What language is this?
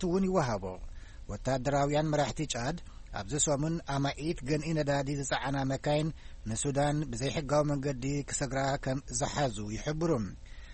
Tigrinya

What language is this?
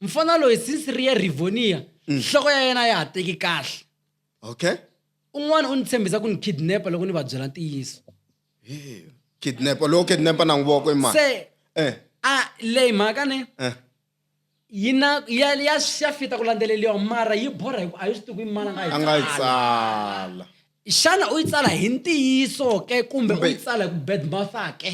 Tsonga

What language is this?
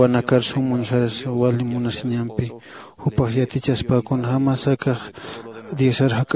Aymara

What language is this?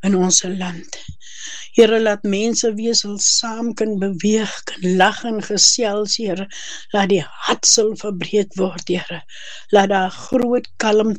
Afrikaans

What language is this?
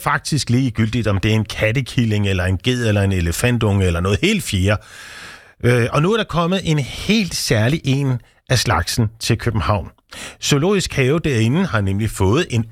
Danish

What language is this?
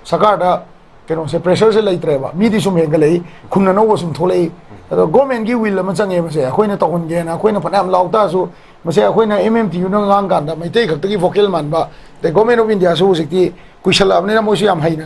Manipuri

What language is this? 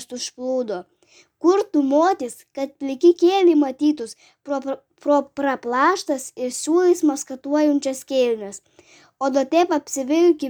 Lithuanian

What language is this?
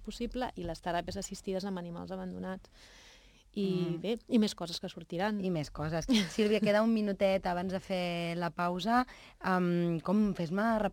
Catalan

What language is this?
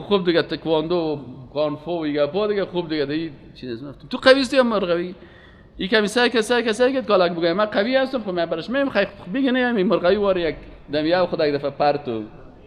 Persian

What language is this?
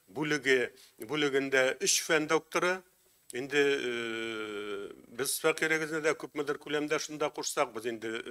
Tatar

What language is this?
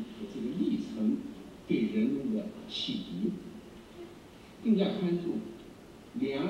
Chinese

